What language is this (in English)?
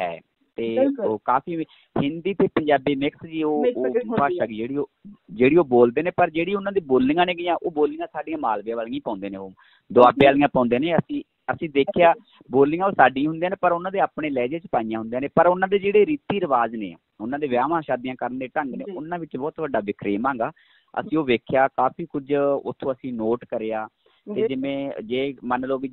Punjabi